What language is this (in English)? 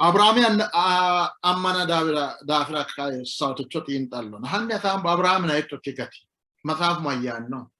Sidamo